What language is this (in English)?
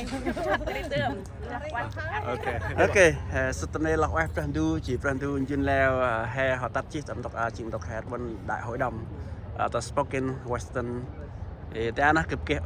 Central Mnong